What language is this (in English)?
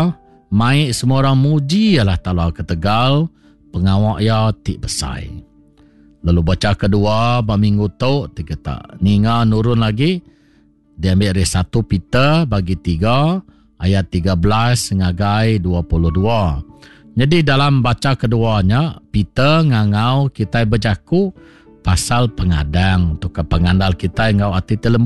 Iban